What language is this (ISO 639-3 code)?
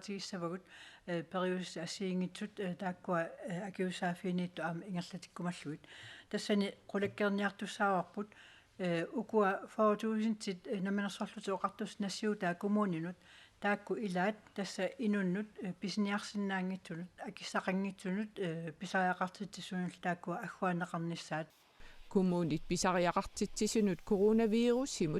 kal